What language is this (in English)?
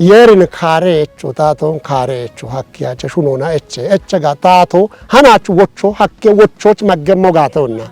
Kafa